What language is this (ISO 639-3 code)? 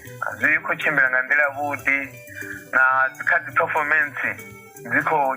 ven